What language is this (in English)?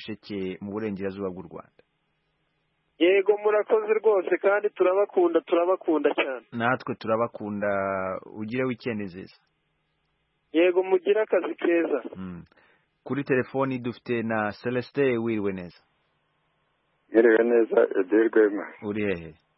Kinyarwanda